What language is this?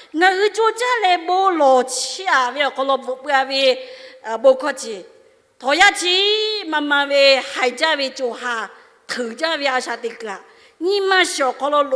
Lahu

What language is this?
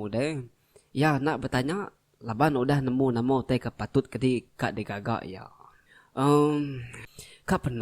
Iban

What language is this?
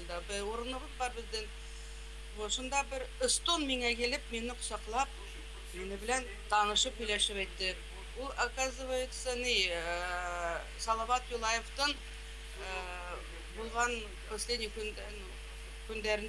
Bashkir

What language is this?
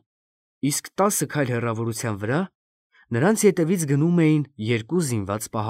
Armenian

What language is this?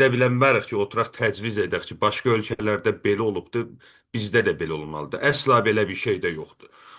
South Azerbaijani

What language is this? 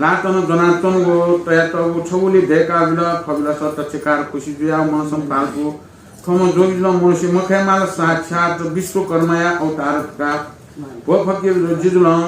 Newari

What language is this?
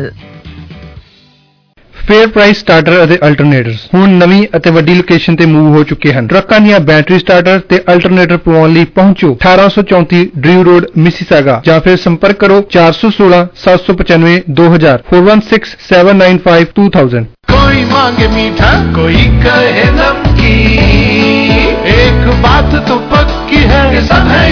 Punjabi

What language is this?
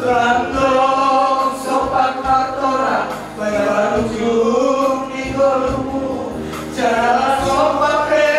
Batak Simalungun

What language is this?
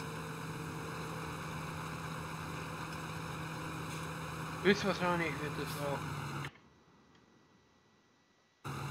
German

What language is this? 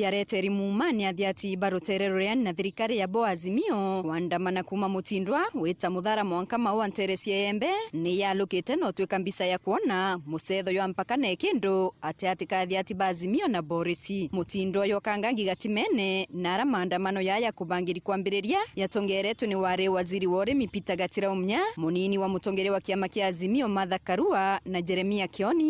Meru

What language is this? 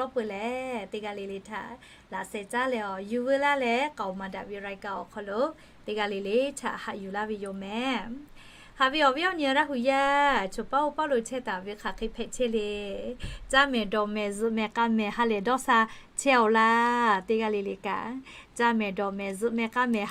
Lahu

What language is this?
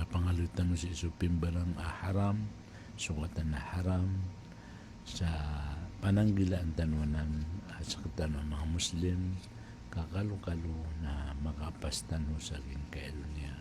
Maranao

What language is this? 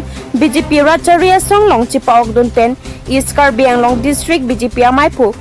Karbi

